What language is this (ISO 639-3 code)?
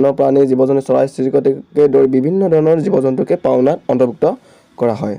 asm